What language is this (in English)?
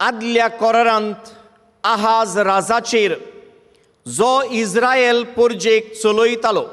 Konkani